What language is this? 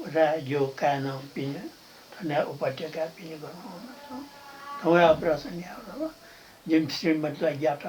Newari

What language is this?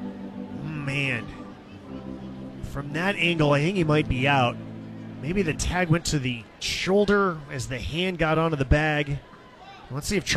English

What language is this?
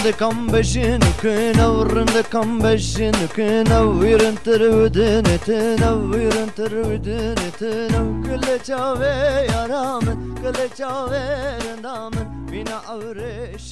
Kurdish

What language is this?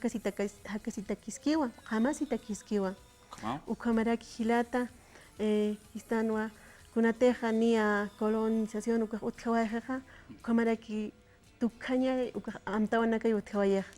Aymara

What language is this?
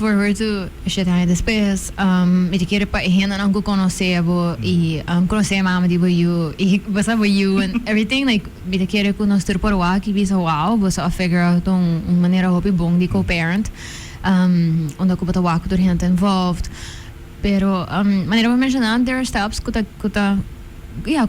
Papiamento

